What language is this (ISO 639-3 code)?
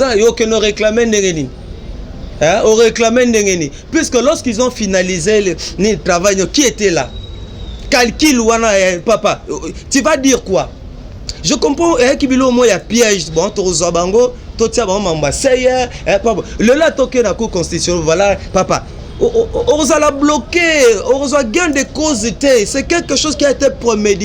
lin